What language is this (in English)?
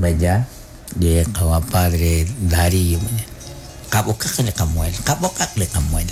Kekchí